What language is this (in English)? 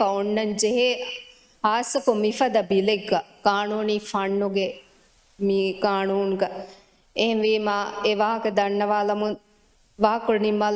Divehi